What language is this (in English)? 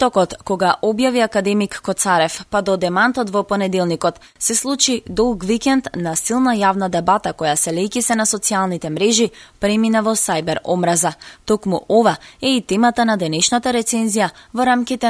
Macedonian